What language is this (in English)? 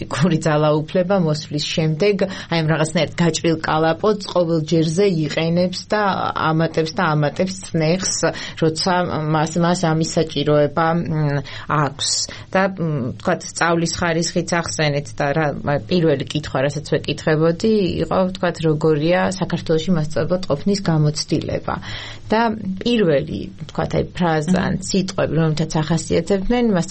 Georgian